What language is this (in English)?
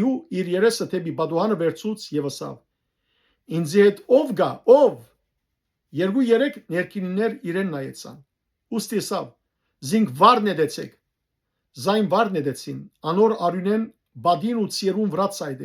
Western Armenian